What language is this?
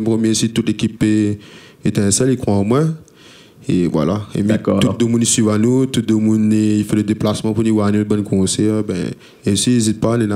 Réunion Creole French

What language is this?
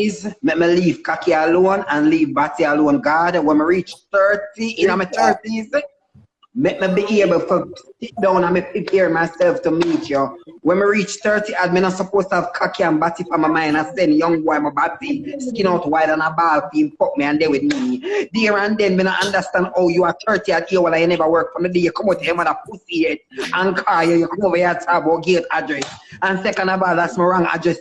Jamaican Creole English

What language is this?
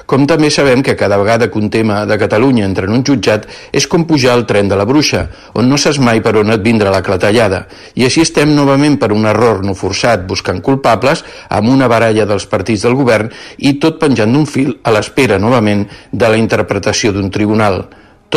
Catalan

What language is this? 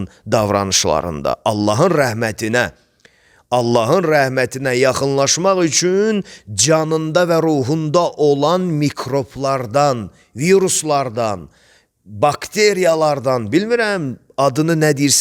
Azerbaijani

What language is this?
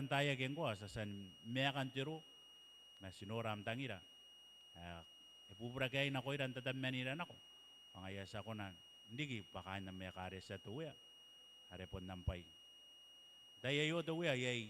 Gilbertese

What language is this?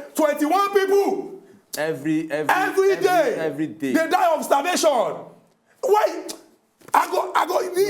Nigerian Pidgin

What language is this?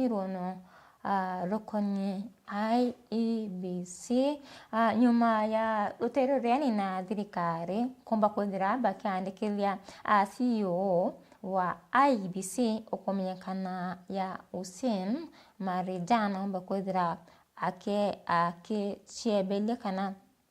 Meru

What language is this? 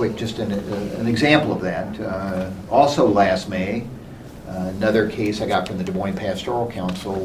English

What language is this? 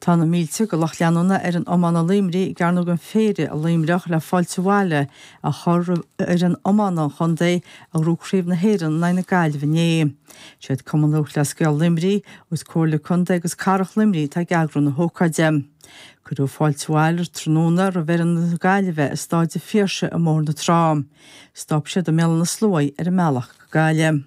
Irish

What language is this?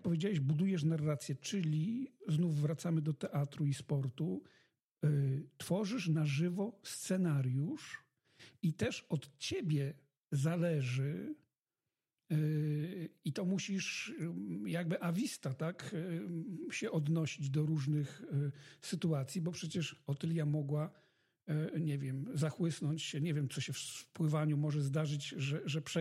Polish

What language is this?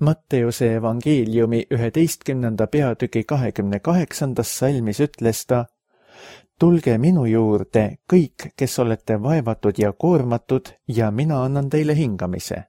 Estonian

